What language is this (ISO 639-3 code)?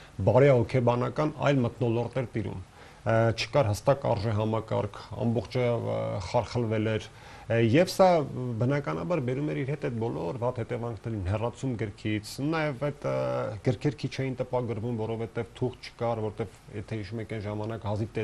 hye